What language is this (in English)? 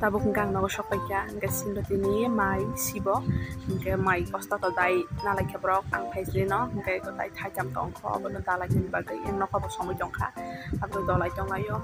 Kok Borok